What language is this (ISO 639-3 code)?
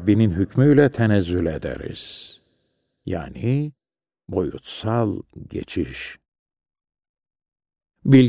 tur